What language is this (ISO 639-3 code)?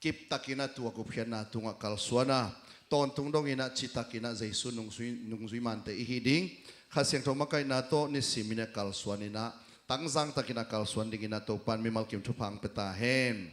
ctd